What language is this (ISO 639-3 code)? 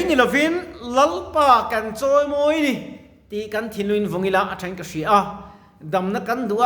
lus